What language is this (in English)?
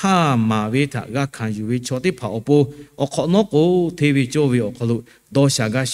Lahu